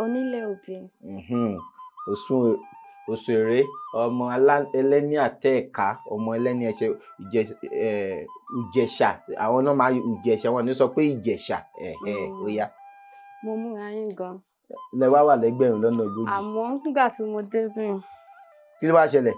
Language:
Yoruba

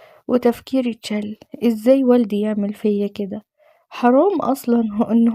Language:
Egyptian Arabic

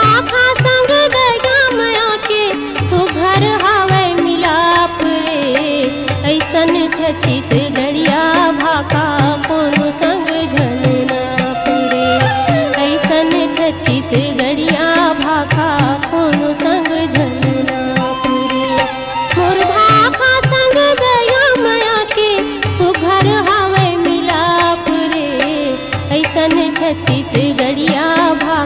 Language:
Chhattisgarhi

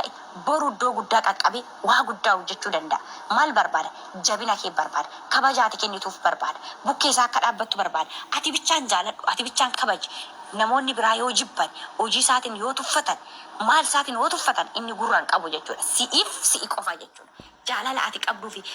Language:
Oromo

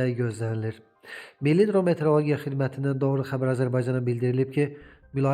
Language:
Azerbaijani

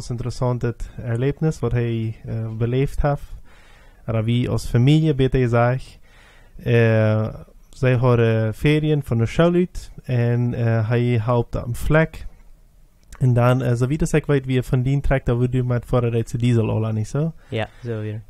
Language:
Plautdietsch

